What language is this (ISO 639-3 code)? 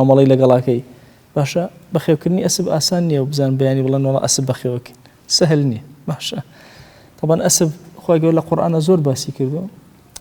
ckb